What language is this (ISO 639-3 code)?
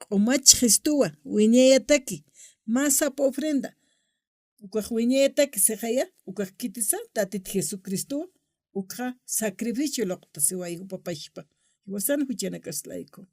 aym